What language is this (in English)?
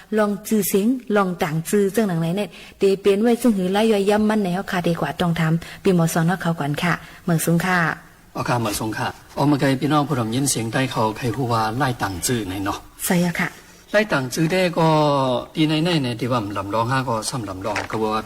Shan